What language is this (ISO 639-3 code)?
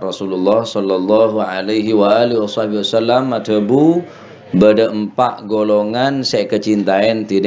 mad